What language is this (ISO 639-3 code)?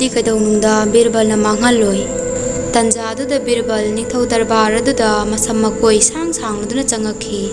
mni